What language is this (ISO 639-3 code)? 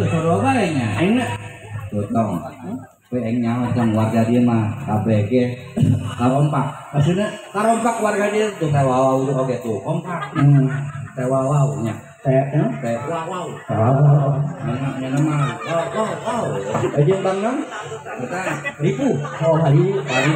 sun